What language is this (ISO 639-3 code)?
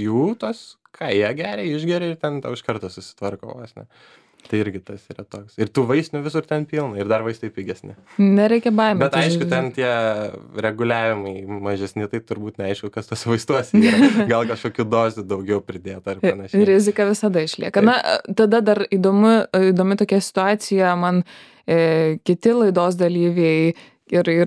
lit